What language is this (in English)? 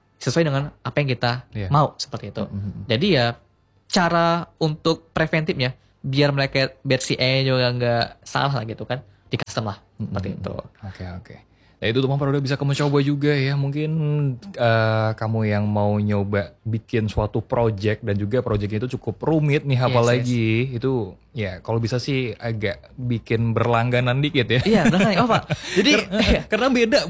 Indonesian